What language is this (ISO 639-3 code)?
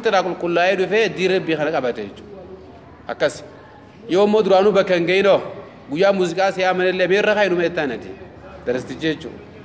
orm